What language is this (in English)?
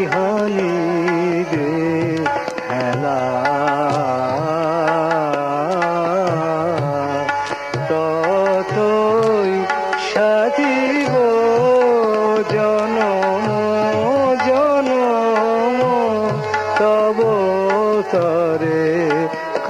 Bangla